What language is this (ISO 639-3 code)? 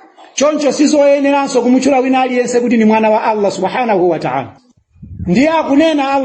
nya